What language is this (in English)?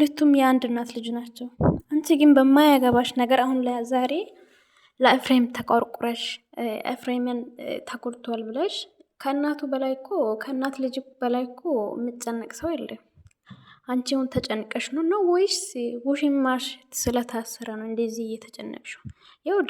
Amharic